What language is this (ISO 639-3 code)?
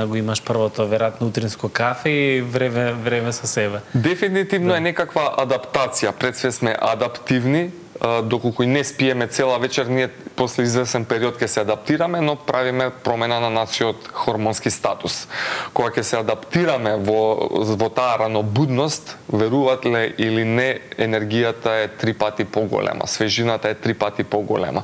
mkd